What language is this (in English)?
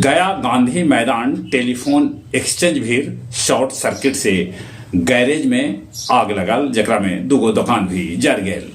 Magahi